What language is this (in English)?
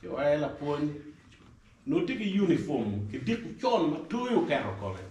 Acoli